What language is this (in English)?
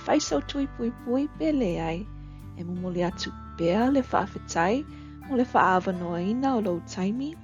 Samoan